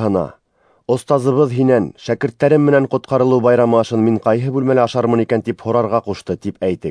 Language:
Bashkir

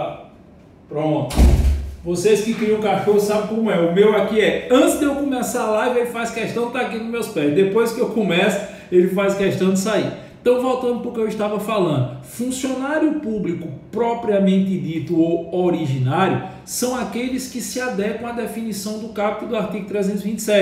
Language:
Portuguese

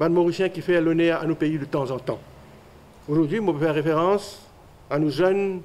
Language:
Morisyen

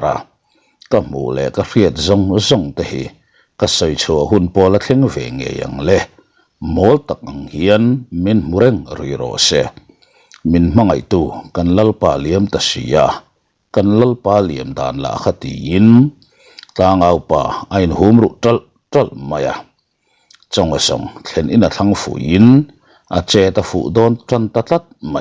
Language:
Mizo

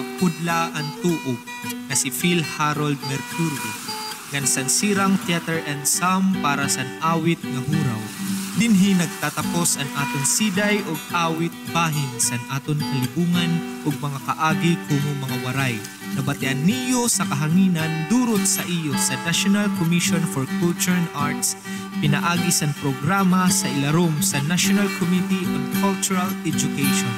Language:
Waray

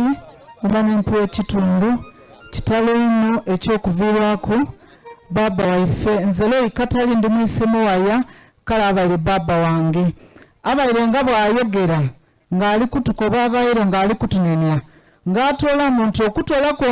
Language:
Soga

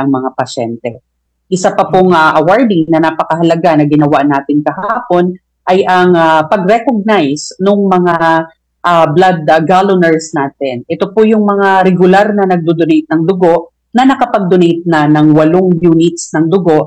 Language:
Filipino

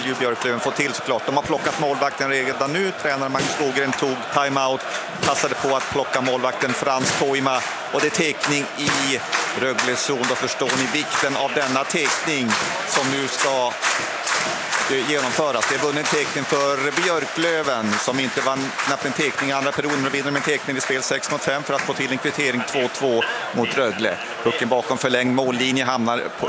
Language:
Swedish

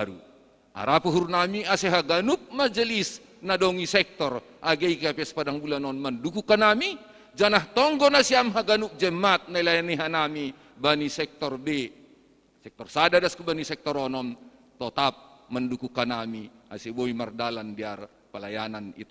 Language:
Batak Simalungun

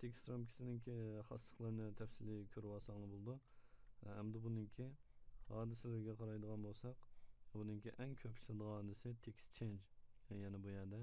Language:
Uyghur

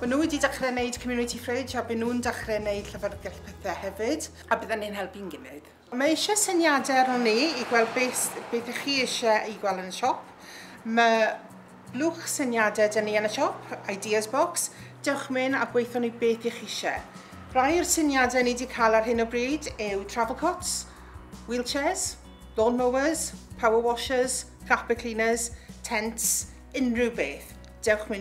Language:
Welsh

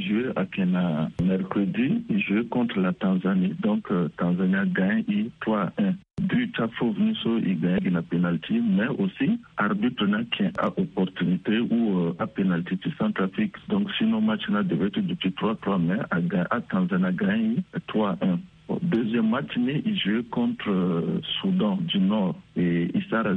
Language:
Sango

